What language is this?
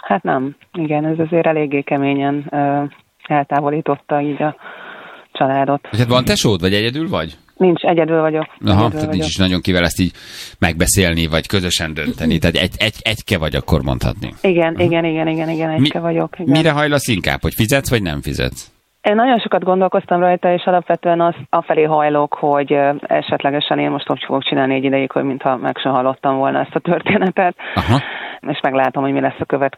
Hungarian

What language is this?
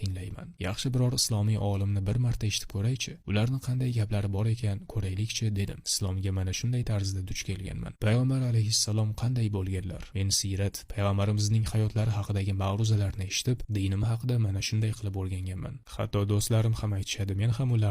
Uzbek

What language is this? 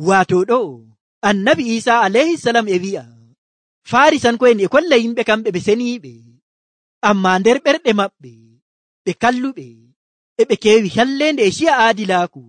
Nigerian Fulfulde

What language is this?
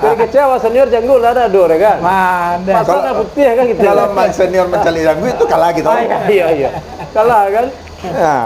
Minangkabau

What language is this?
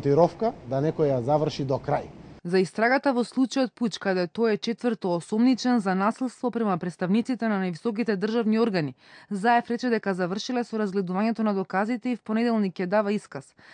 Macedonian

